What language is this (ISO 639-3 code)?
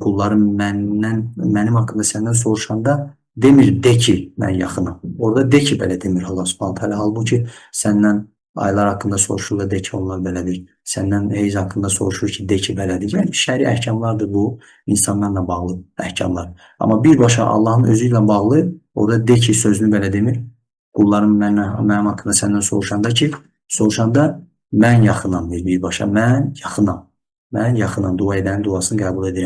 aze